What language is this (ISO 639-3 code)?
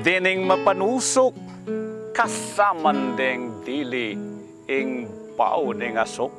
pam